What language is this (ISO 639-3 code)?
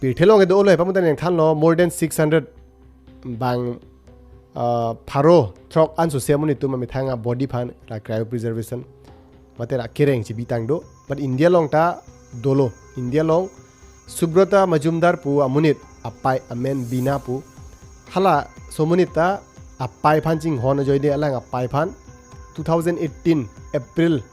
mjw